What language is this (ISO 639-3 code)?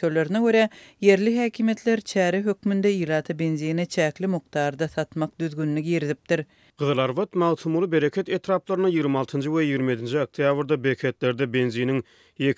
tuk